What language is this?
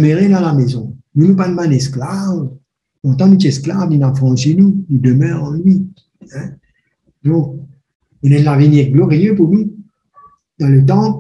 Morisyen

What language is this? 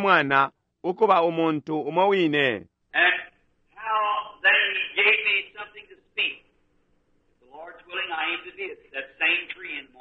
Bemba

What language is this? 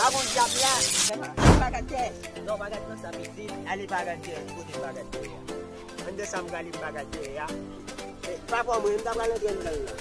Haitian Creole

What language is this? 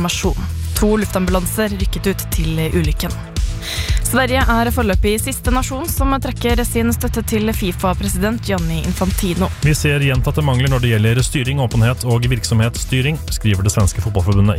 Norwegian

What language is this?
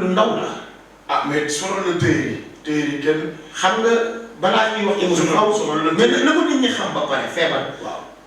Wolof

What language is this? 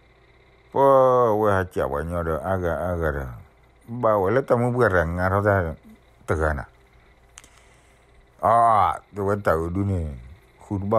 S'gaw Karen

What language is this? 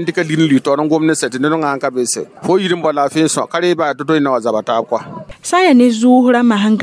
Mossi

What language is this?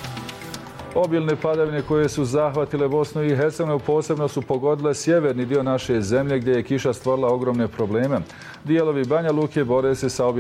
Bosnian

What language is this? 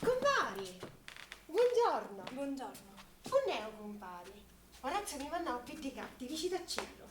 Sicilian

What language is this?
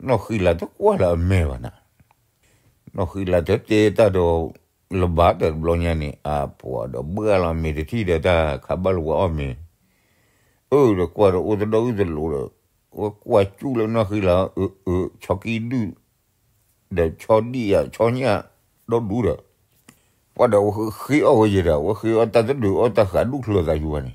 S'gaw Karen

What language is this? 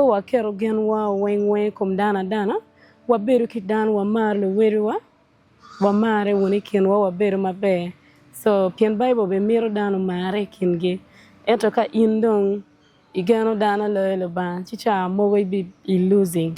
Acoli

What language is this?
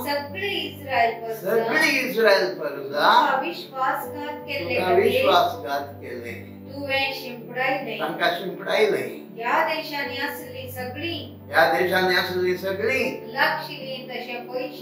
Konkani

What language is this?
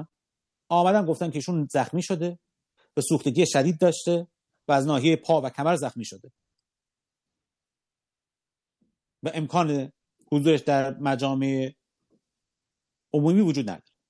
Persian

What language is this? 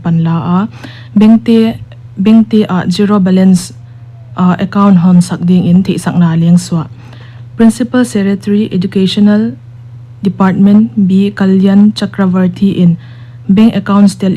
Paite Chin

